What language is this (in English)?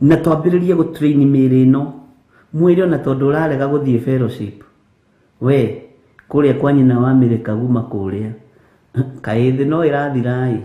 Kikuyu